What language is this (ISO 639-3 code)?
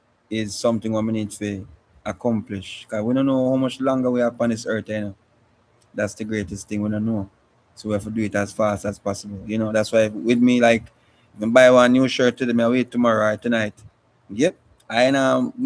jam